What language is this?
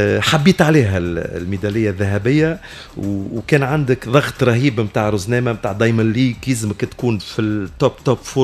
Tunisian Arabic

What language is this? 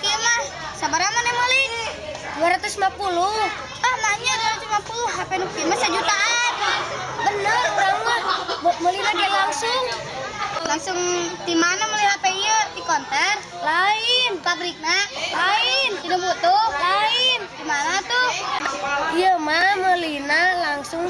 Sundanese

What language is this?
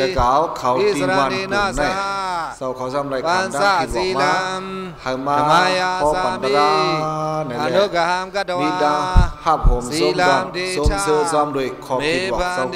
Shan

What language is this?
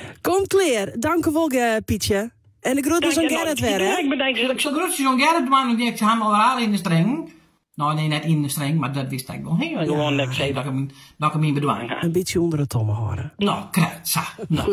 Western Frisian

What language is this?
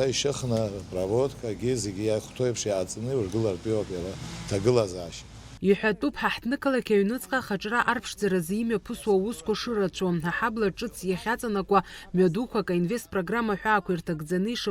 Abkhazian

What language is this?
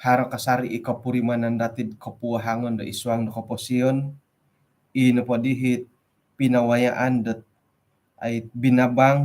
Central Dusun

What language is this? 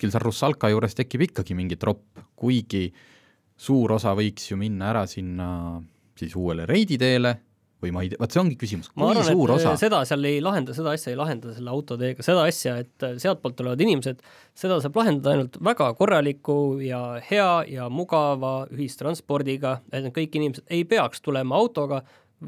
Estonian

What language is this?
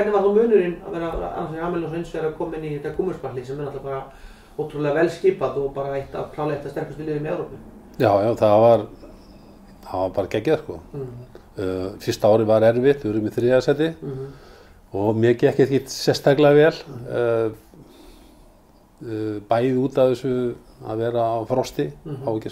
Icelandic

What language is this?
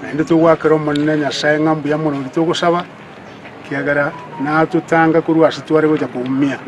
Gusii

